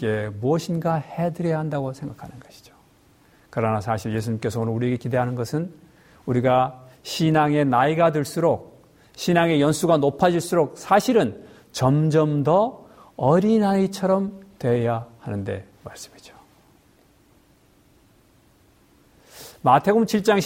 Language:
Korean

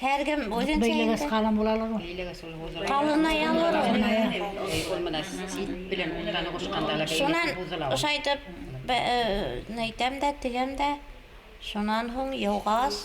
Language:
Bashkir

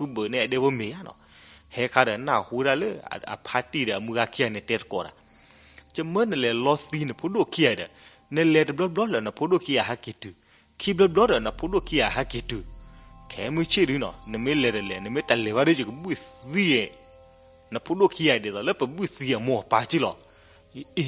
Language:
S'gaw Karen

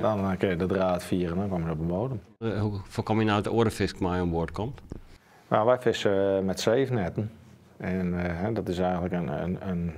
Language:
Western Frisian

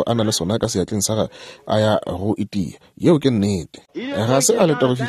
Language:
Northern Sotho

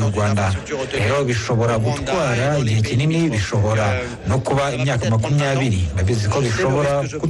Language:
Kinyarwanda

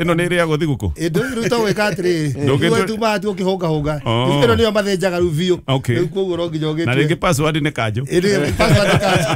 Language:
Kikuyu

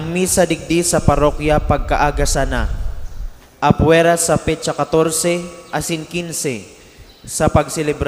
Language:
Bikol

